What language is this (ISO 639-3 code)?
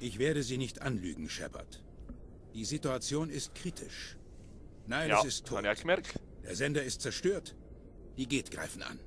gsw